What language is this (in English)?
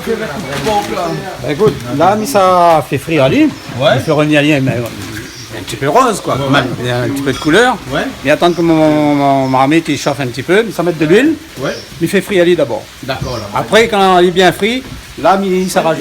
Réunion Creole French